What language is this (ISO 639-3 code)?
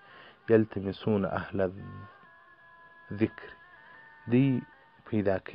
pus